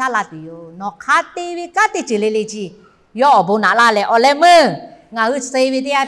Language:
Lahu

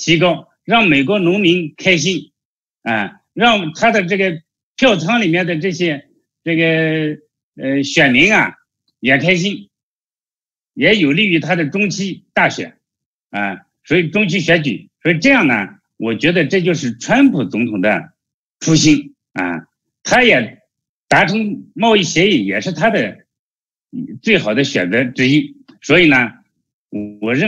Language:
Chinese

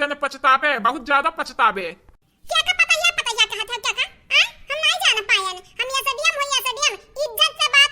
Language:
Awadhi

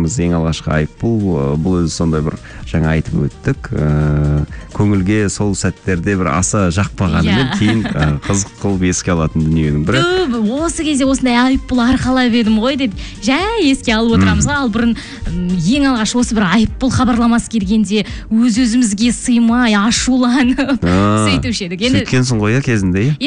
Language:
Kazakh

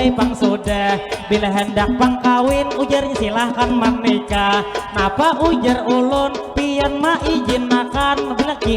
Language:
Banjar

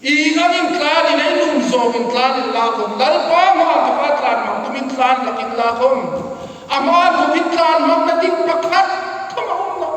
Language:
Hmar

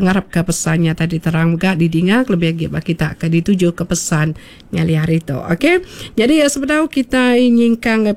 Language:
Iban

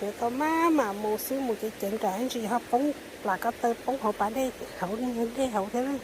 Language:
Hmong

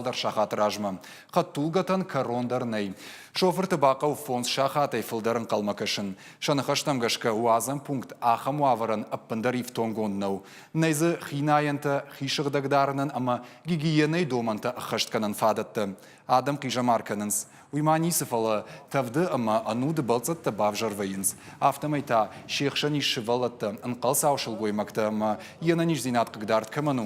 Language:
Ossetic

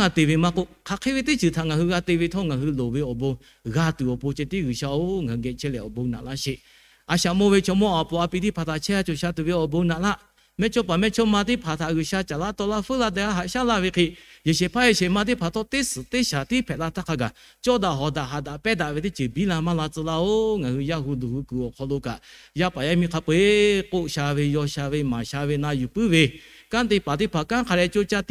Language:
Lahu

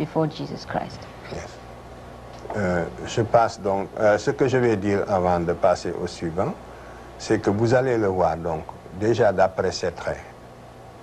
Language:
French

